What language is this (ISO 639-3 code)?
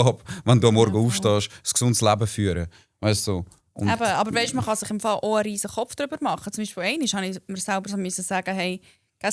gsw